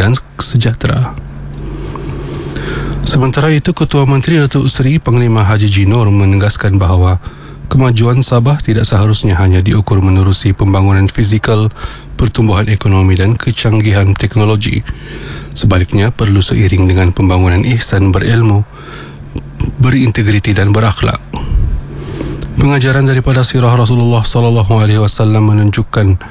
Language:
Malay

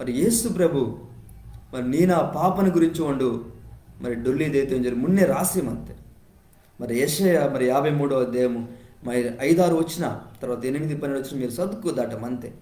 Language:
Koya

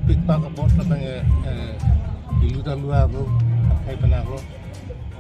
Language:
Karbi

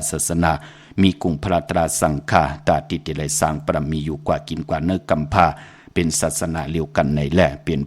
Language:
Shan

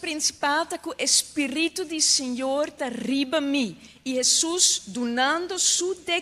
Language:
Papiamento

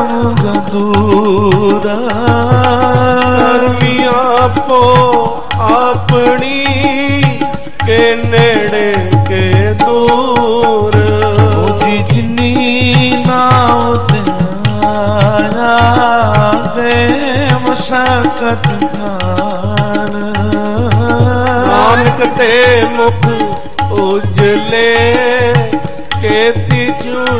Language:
Punjabi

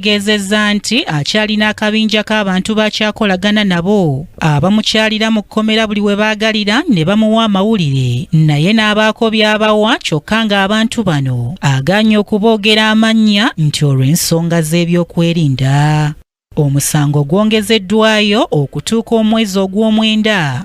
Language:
Ganda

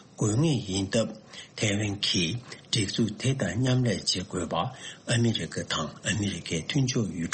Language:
Tibetan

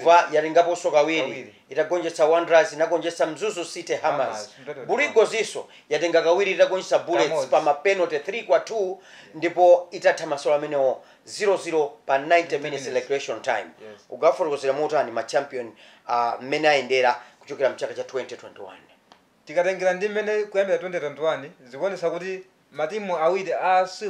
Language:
Nyanja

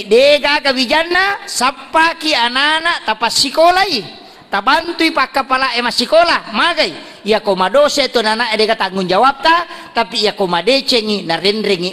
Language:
Buginese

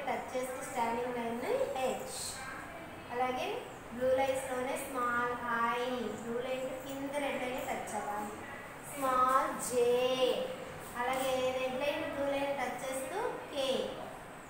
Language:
Telugu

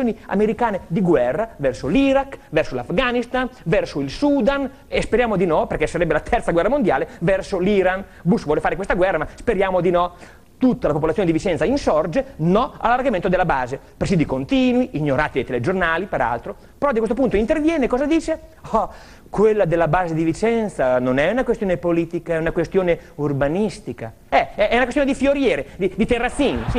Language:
Italian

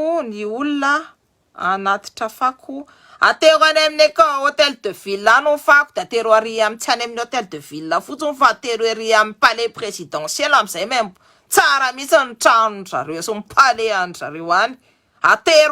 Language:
Malagasy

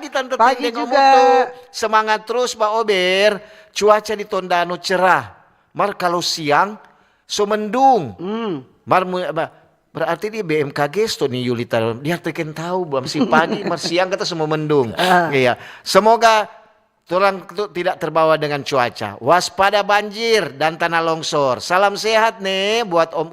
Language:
Manado Malay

